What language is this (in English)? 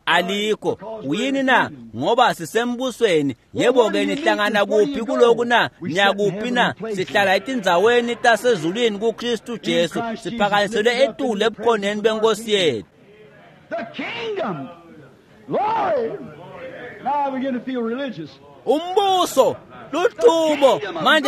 Swati